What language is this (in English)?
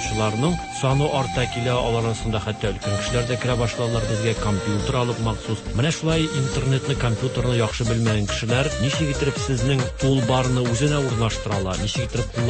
Tatar